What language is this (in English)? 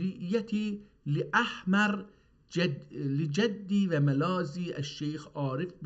South Azerbaijani